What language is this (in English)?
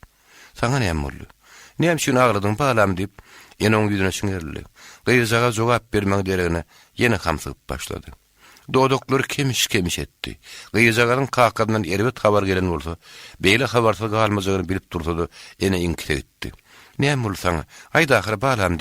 Turkmen